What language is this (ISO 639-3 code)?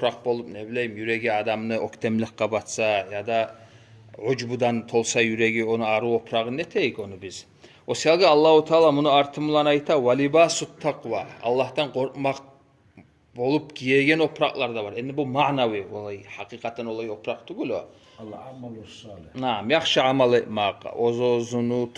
kum